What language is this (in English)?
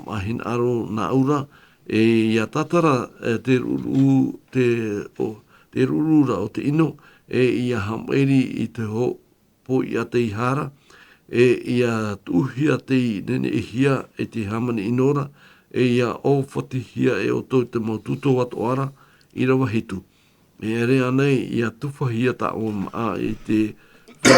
Tahitian